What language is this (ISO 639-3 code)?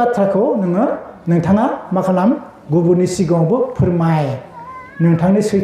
brx